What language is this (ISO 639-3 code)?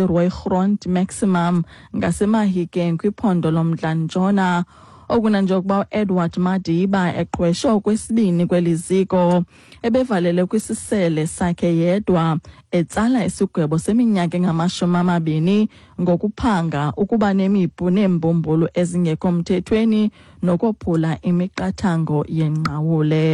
xho